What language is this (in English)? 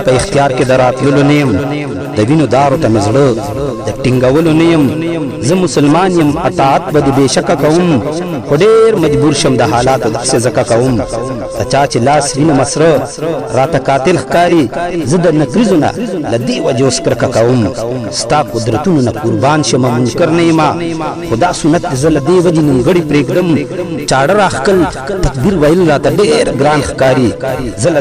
Pashto